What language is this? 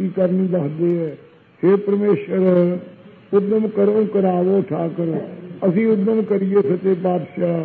Punjabi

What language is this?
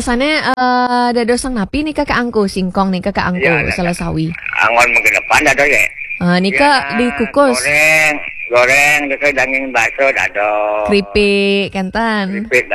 Balinese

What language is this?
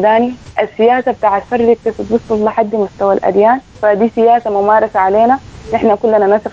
Sudanese Arabic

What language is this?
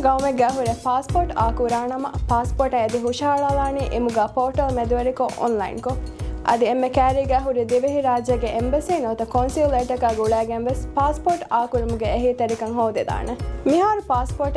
Divehi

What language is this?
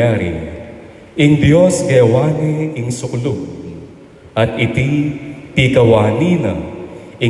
Pampanga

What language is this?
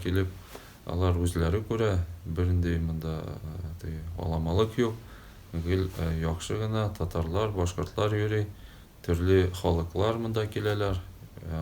Tatar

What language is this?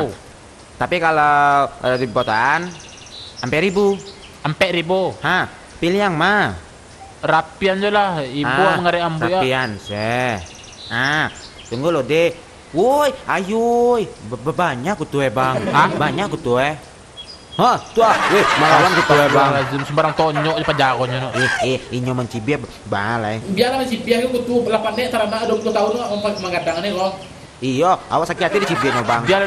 Minangkabau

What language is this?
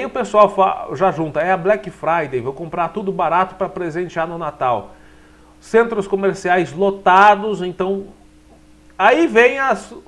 Portuguese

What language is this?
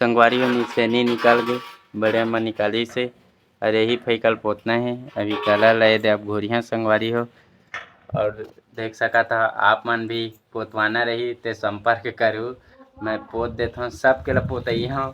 Chhattisgarhi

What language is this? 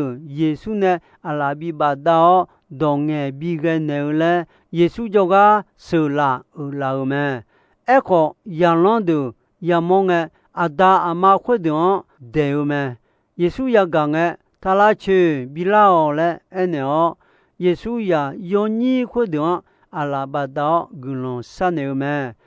Akha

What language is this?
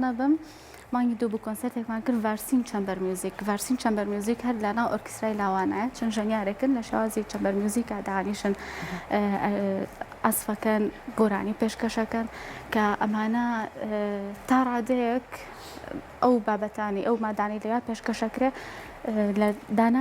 Central Kurdish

